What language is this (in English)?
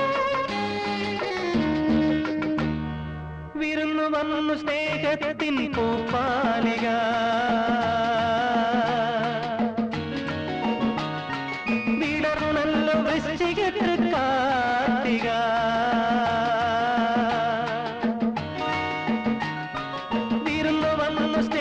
Malayalam